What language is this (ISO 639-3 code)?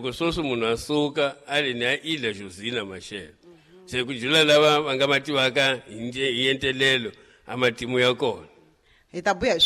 tso